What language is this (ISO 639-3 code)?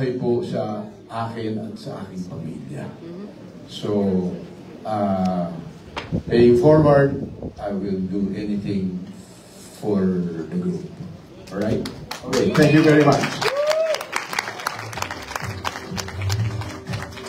fil